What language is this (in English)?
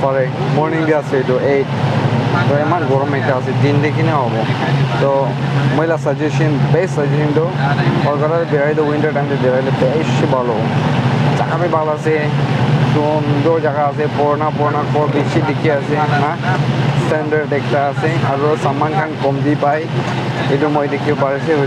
Naga Pidgin